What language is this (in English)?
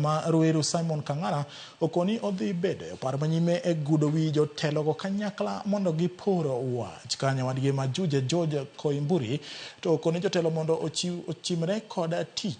Luo (Kenya and Tanzania)